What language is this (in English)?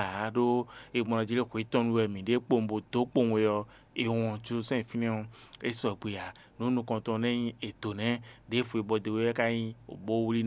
Fon